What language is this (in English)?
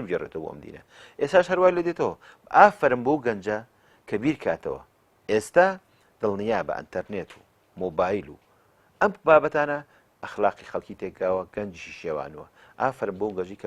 Central Kurdish